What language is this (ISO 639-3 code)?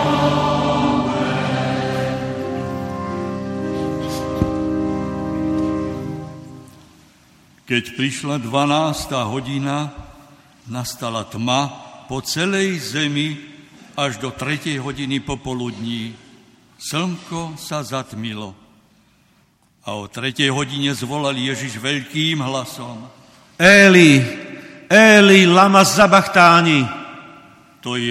slk